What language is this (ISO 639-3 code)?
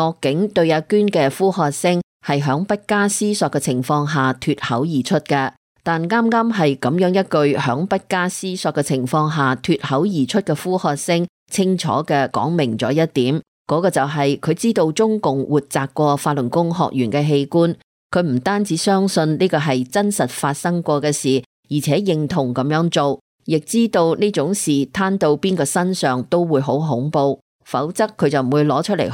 yue